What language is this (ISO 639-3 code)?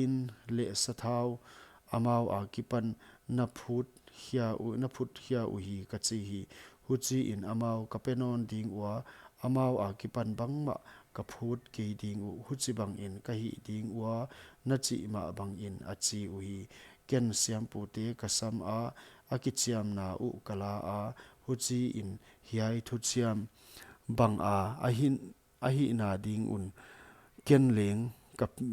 pck